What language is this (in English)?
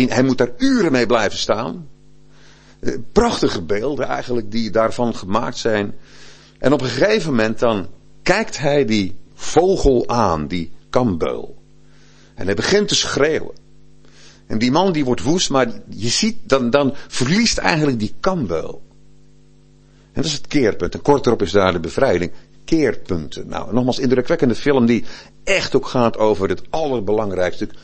Dutch